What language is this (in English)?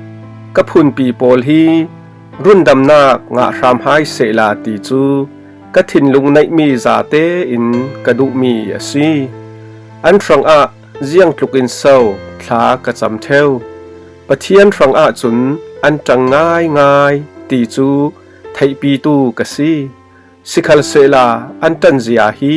Falam Chin